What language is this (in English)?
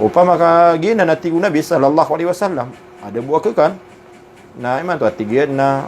Maranao